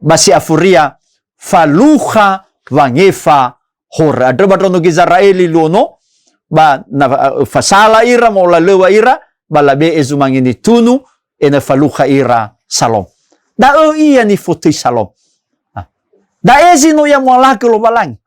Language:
Nias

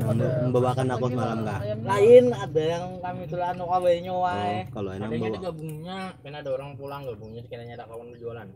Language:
Banjar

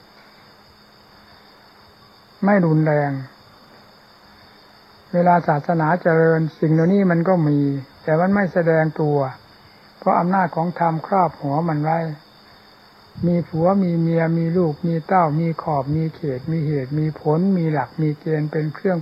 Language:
Thai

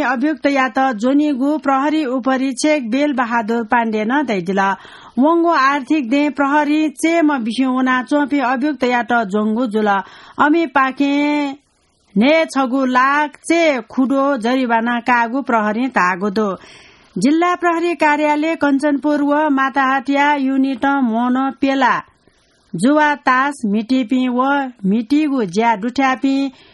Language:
Newari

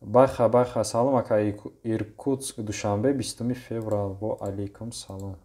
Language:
Tajik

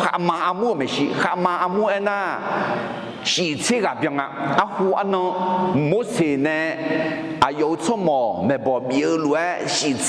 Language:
Akha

